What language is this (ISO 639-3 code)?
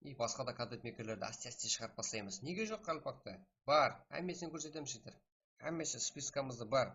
kaa